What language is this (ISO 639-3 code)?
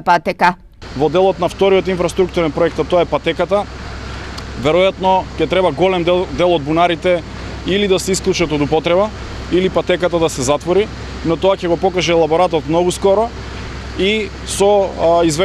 mkd